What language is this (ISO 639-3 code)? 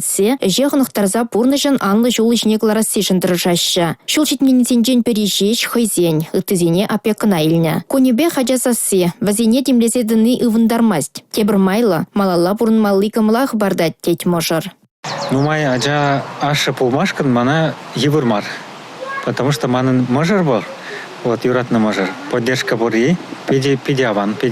chv